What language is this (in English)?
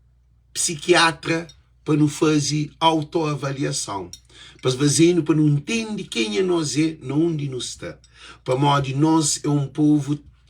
Kabuverdianu